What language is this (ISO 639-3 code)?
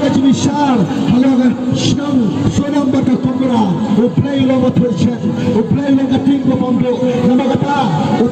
kha